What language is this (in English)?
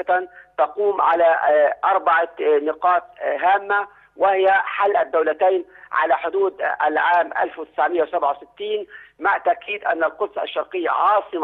Arabic